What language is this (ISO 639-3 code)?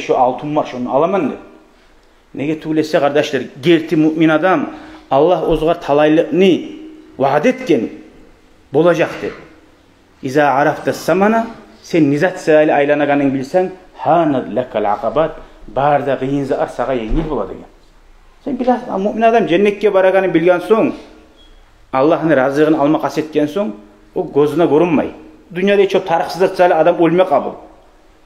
kum